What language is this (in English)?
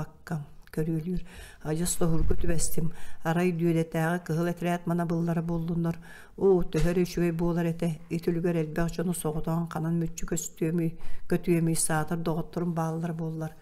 Yakut